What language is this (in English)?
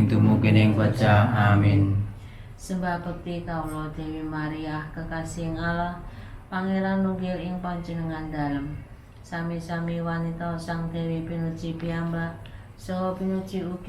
Javanese